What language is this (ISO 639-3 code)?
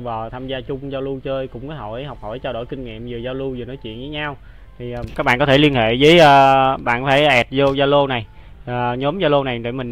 vie